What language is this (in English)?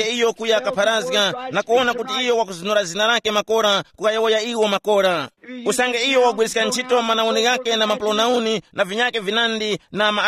Tumbuka